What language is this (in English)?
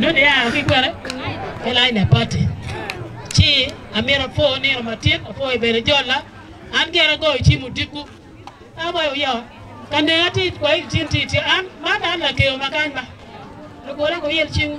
Acoli